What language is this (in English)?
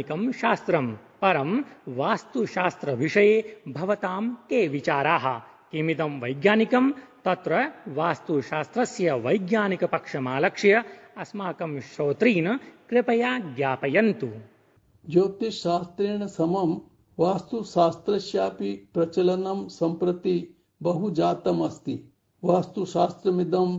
Sanskrit